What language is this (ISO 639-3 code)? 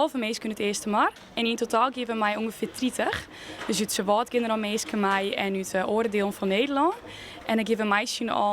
fry